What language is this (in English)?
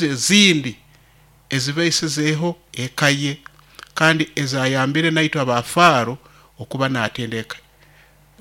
Nyoro